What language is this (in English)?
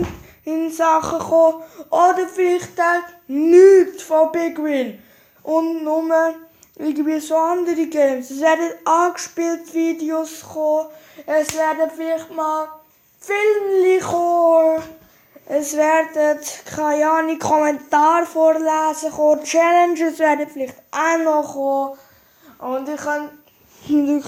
Swiss German